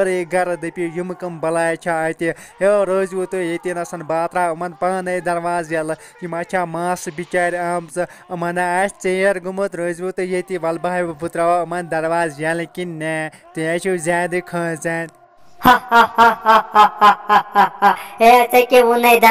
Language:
Kashmiri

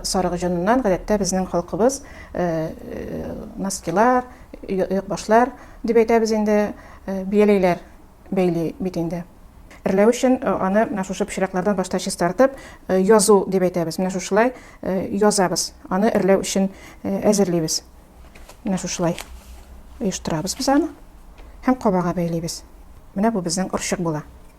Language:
Tatar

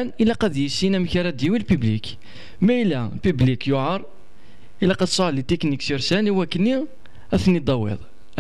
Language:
Kabyle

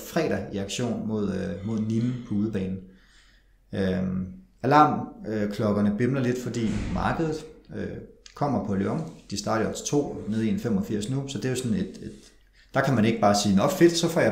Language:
Danish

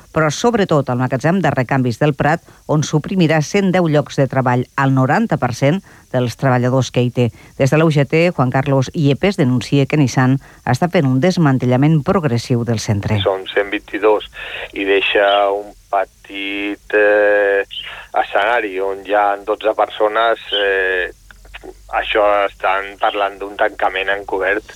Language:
Catalan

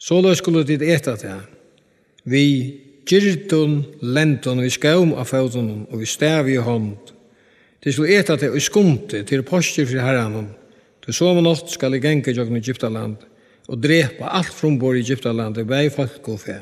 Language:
Faroese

